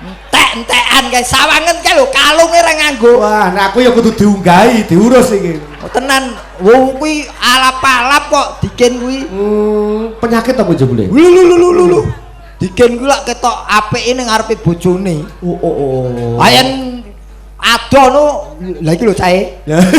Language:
Javanese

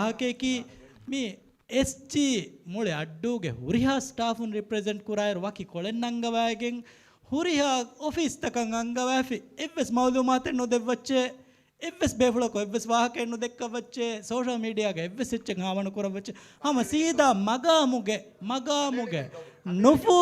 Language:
Divehi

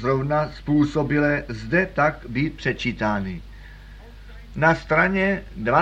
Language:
Czech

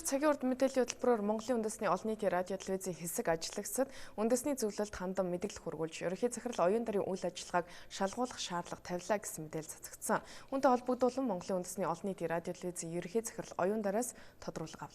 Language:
Mongolian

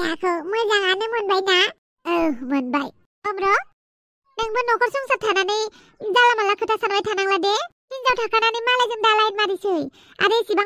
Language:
Bodo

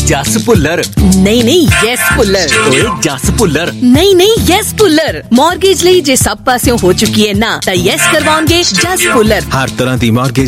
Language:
Punjabi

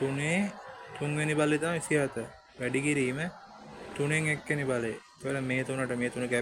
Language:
Sinhala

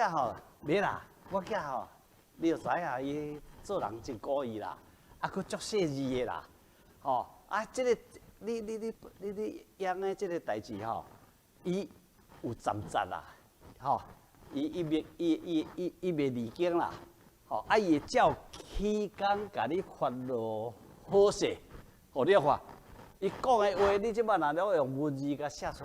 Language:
Min Nan Chinese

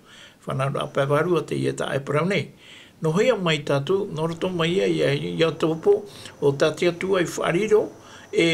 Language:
Tahitian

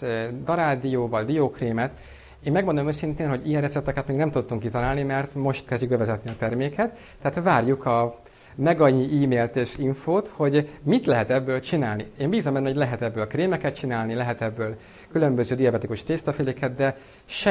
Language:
Hungarian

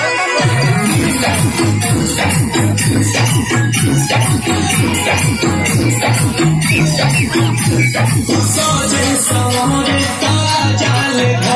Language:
Bhojpuri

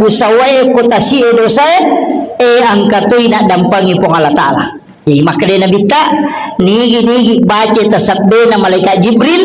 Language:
Buginese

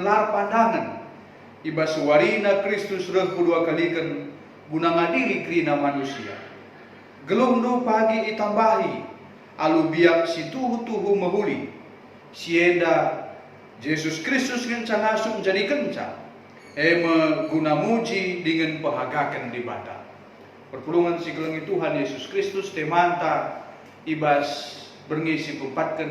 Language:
Batak Karo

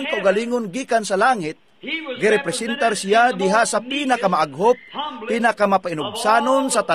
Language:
Cebuano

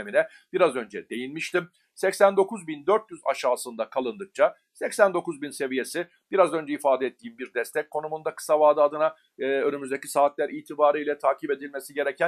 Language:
Turkish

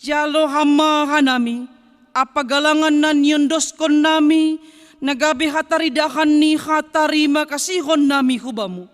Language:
Batak Simalungun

